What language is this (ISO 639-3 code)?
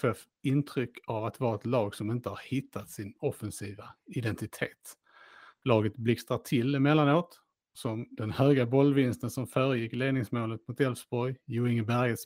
swe